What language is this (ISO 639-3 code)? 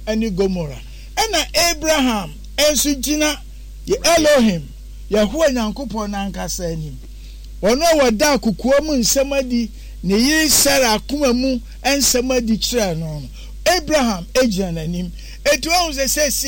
aka